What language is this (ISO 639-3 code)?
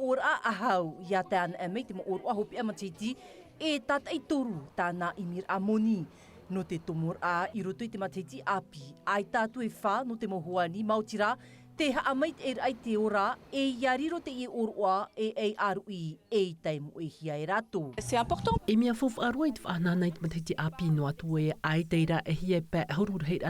tah